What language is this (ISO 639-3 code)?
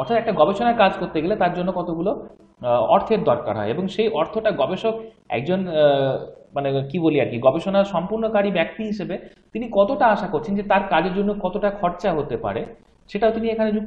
ben